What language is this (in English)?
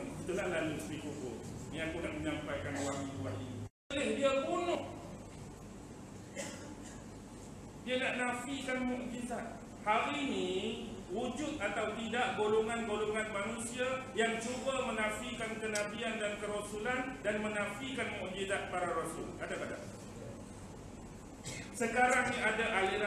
Malay